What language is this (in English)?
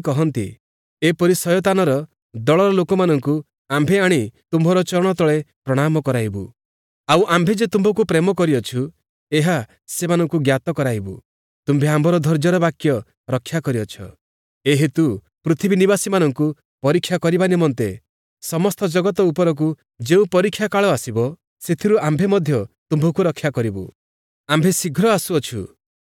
Odia